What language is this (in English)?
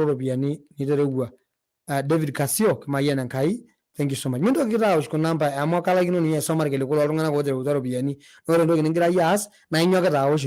Masai